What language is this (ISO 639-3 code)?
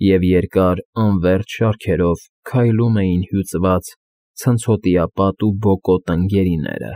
hye